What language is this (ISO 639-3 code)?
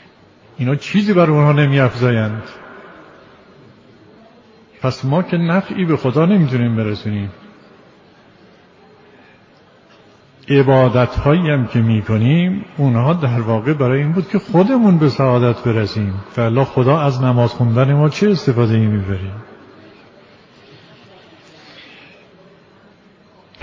fas